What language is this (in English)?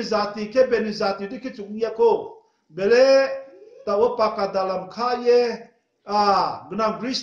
Riang (India)